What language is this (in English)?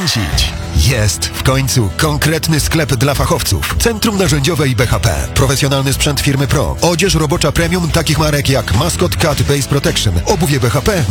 Polish